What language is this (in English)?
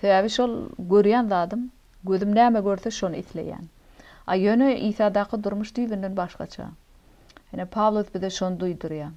Turkmen